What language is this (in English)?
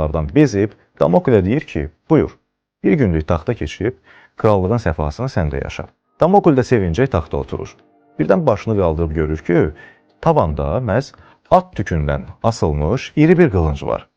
Azerbaijani